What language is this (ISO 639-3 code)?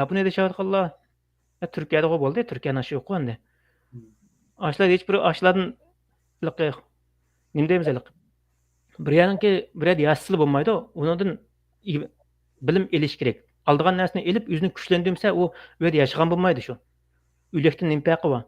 uig